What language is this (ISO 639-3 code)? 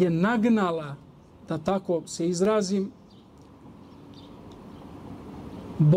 srp